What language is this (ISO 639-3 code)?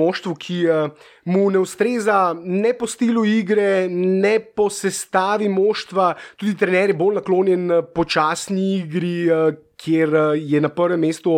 slv